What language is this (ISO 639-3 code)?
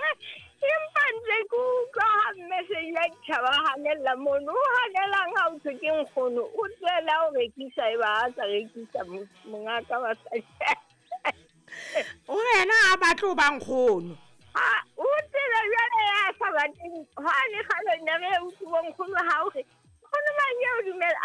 sot